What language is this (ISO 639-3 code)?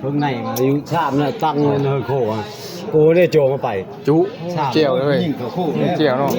tts